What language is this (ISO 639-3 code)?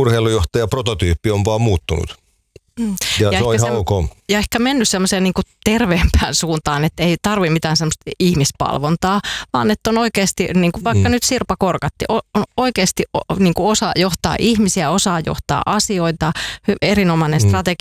fin